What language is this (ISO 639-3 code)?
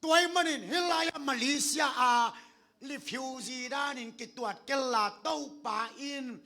ctd